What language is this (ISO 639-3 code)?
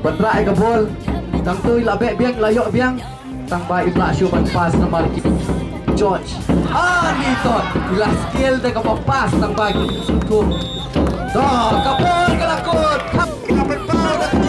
kha